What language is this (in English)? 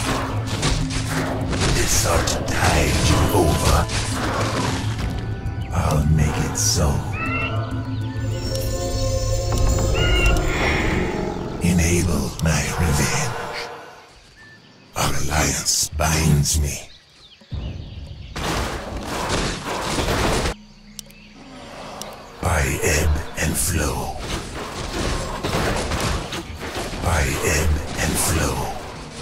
English